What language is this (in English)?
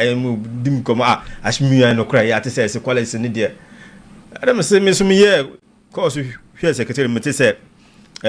Akan